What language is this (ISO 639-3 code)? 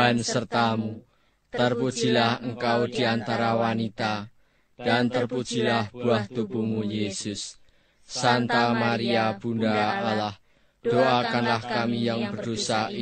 ind